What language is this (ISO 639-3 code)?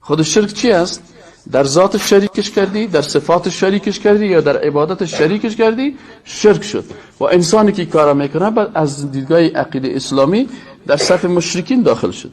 fas